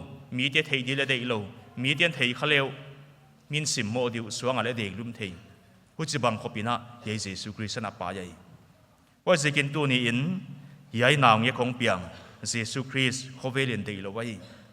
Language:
Paite Chin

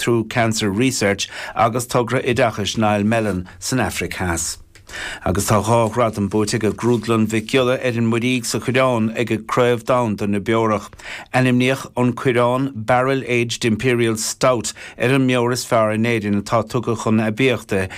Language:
Irish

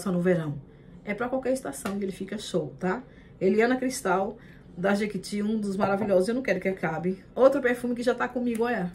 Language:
Portuguese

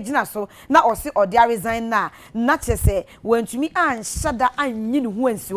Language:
Akan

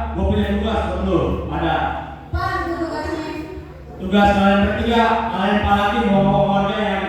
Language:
Betawi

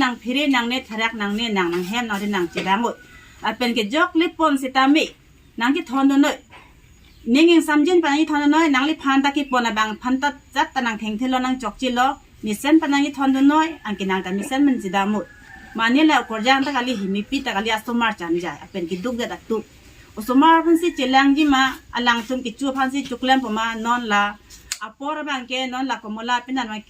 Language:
Karbi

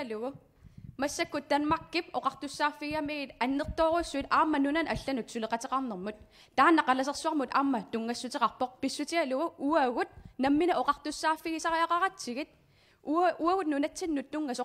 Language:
Kalaallisut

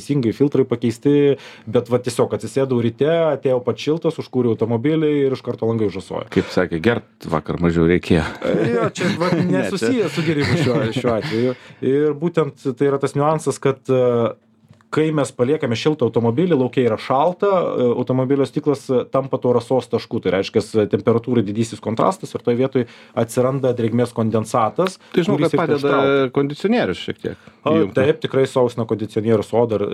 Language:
Lithuanian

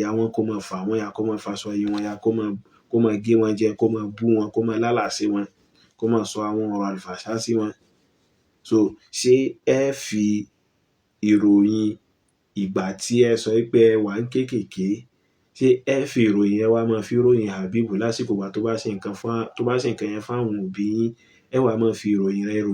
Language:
Yoruba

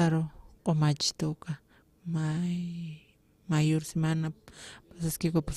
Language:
Aymara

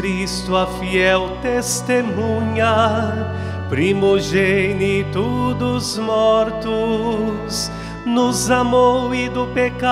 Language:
Portuguese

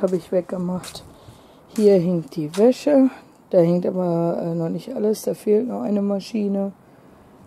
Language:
German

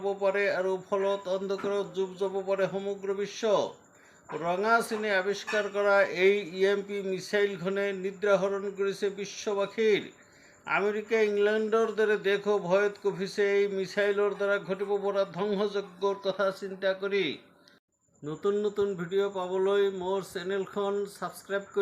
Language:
Assamese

